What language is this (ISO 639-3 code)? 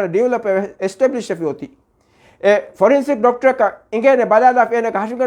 div